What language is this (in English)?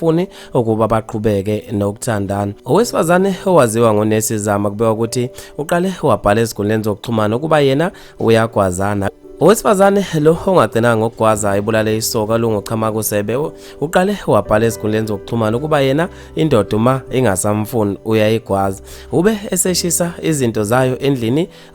Zulu